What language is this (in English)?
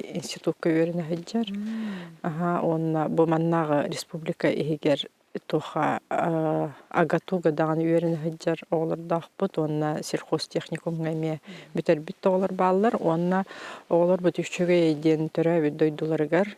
Yakut